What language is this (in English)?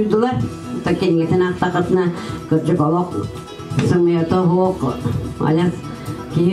Yakut